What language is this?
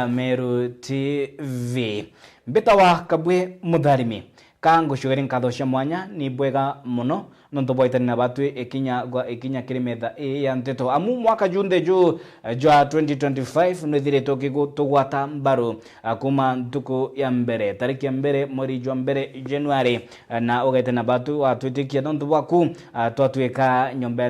Meru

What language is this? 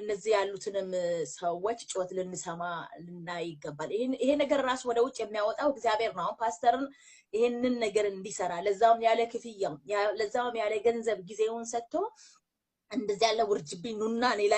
Amharic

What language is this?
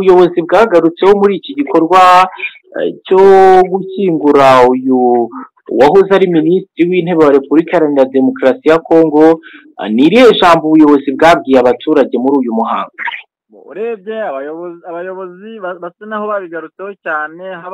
Kinyarwanda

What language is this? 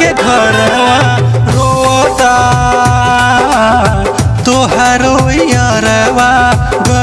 Bhojpuri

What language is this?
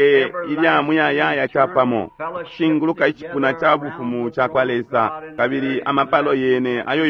Bemba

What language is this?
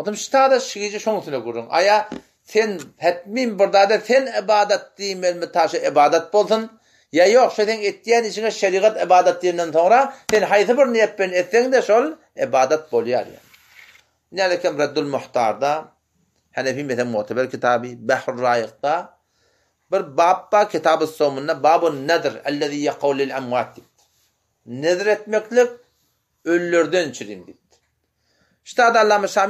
Turkmen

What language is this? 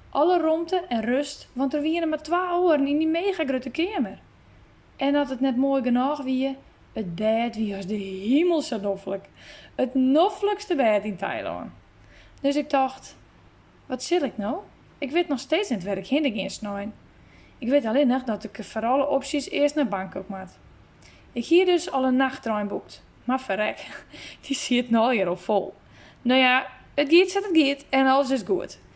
Western Frisian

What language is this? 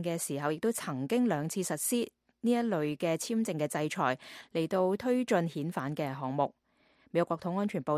Cantonese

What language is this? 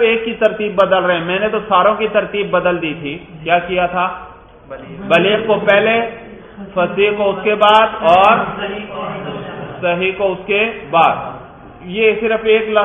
Urdu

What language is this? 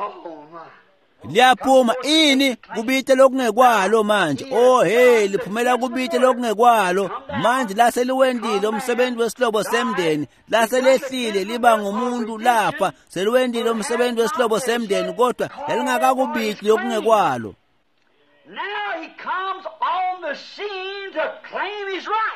Swati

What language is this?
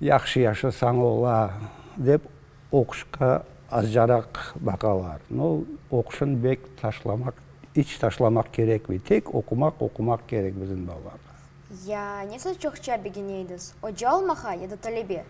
Crimean Tatar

